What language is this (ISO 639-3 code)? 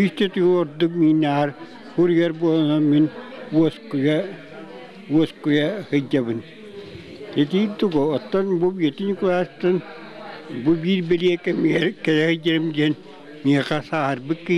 sah